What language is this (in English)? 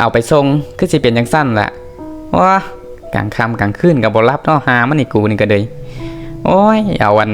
Lao